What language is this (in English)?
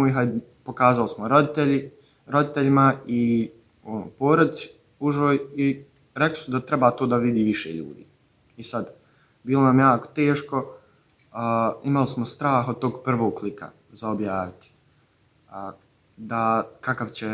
Bosnian